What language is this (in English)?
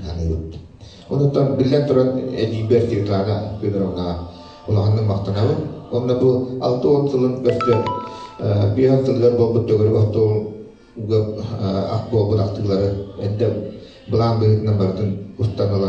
Yakut